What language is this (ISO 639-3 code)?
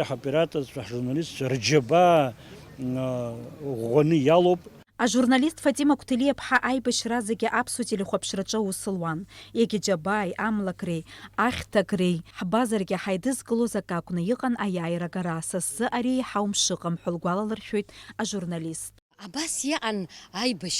abk